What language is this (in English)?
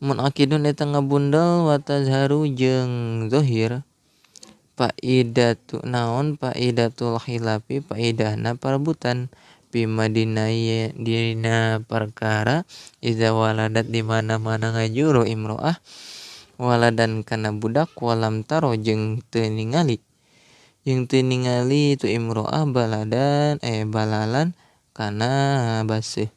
Sundanese